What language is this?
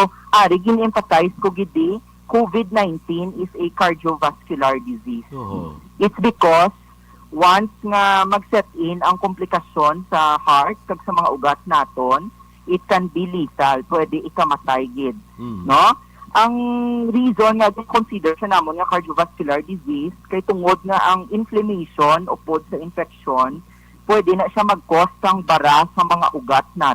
Hiligaynon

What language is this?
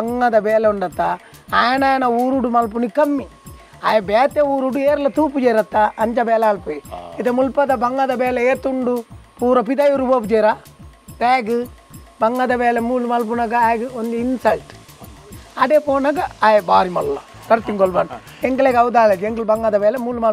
Tulu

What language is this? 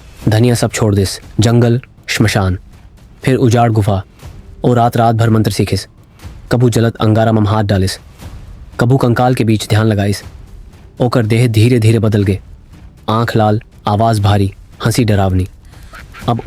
Chhattisgarhi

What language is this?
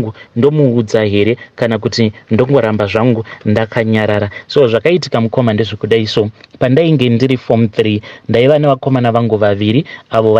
Shona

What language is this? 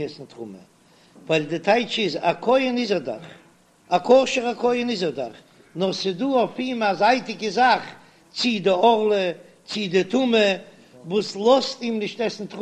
Yiddish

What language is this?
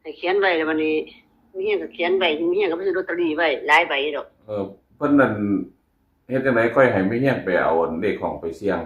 Northeastern Thai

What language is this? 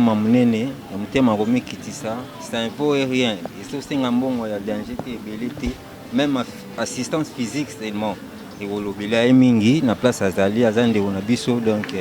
Lingala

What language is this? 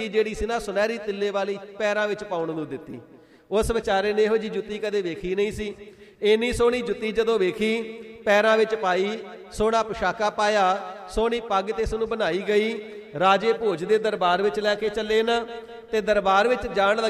Punjabi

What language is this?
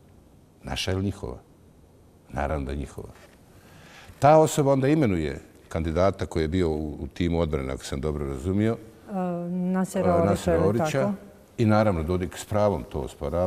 Bosnian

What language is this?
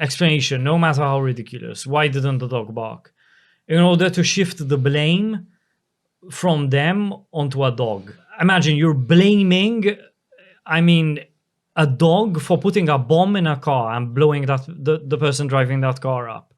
English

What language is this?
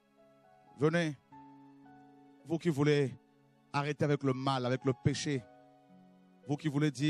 French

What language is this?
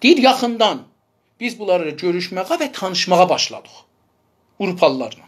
South Azerbaijani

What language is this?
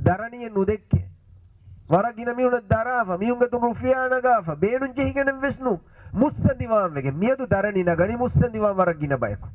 Divehi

